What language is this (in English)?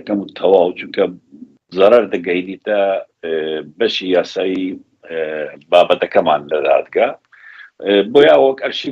Central Kurdish